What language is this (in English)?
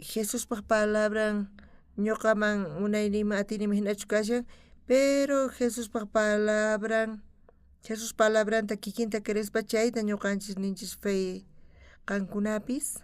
South Bolivian Quechua